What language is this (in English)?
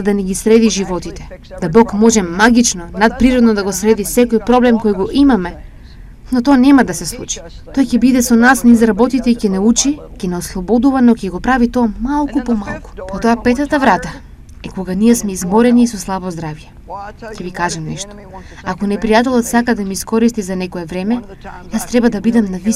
Macedonian